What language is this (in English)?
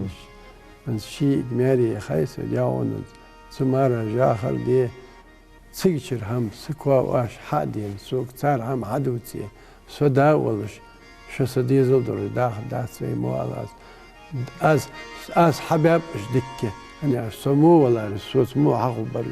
Ingush